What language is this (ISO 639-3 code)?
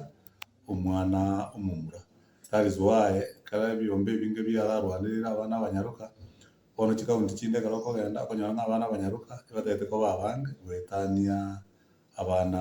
guz